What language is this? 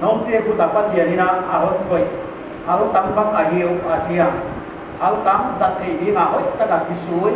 Paite Chin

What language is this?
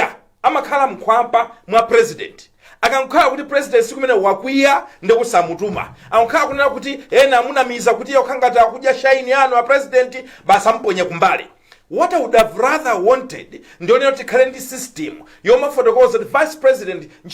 Nyanja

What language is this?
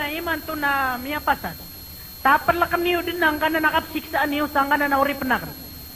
Maranao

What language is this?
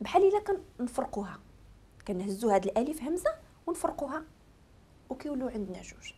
Moroccan Arabic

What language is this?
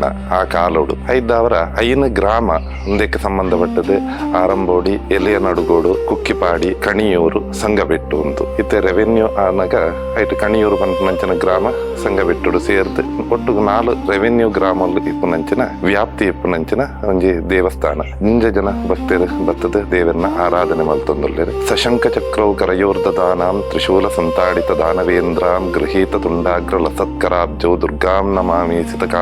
Tulu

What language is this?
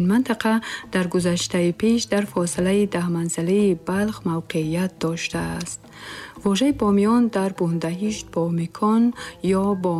Tajik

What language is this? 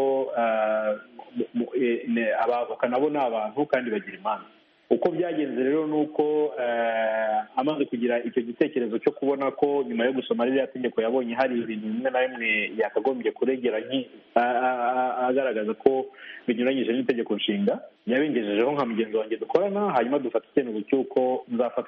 Kinyarwanda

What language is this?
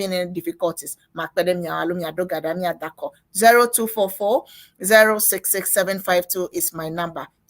Ewe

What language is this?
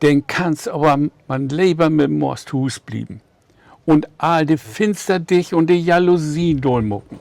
Low German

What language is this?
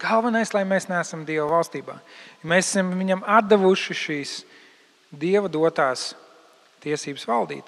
Latvian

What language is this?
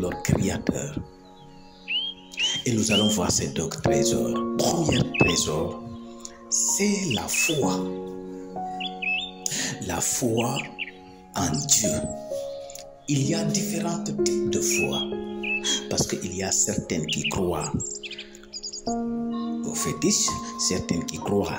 French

